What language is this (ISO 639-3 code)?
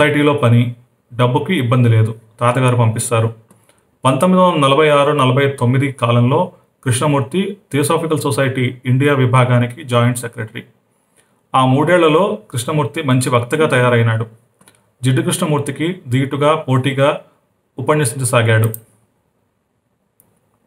tel